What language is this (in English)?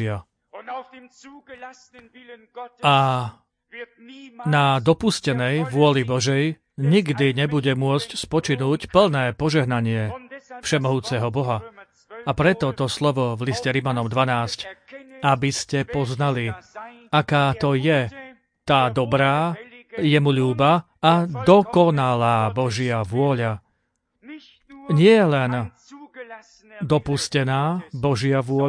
Slovak